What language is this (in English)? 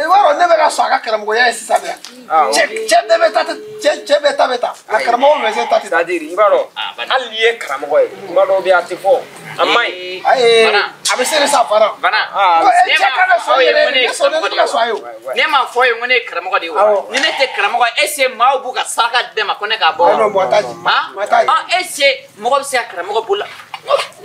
Bambara